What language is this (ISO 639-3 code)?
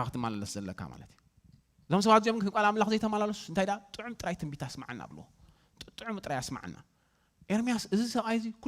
tir